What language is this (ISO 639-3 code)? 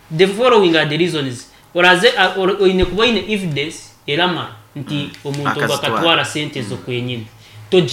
nyn